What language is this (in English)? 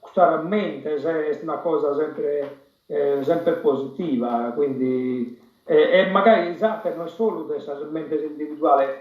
Sardinian